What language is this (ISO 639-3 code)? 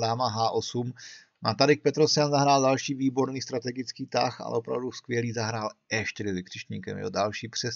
ces